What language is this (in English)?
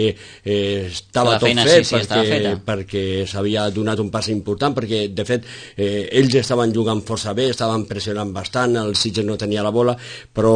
Catalan